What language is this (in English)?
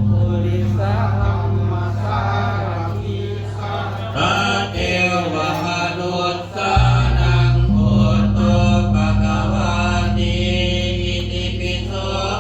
Pali